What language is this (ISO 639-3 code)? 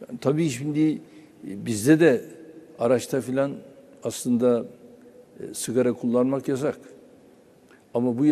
tur